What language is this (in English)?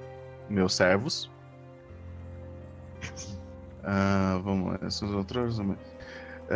Portuguese